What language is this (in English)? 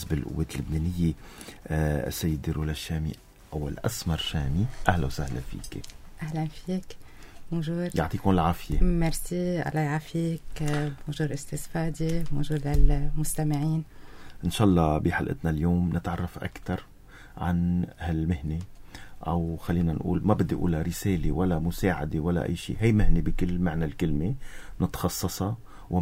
North Levantine Arabic